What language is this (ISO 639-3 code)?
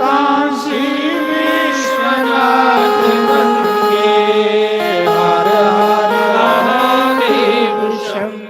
doi